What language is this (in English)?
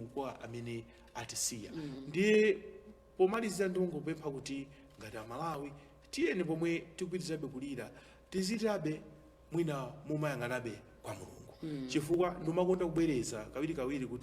Nyanja